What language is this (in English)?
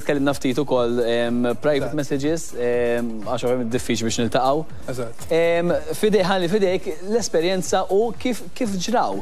Maltese